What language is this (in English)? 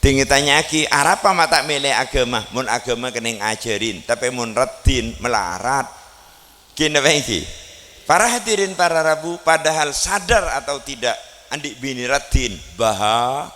Madurese